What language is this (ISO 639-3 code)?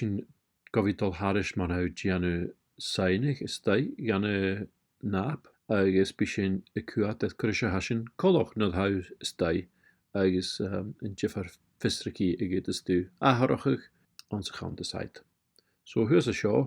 gla